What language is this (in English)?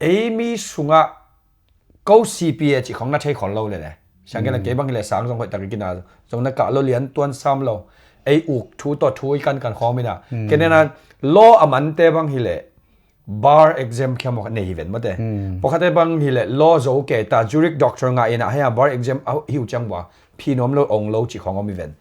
Tedim Chin